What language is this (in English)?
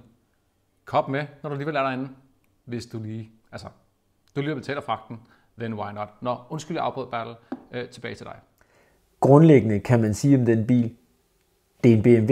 Danish